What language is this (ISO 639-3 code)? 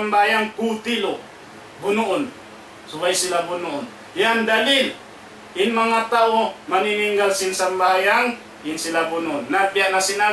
tsg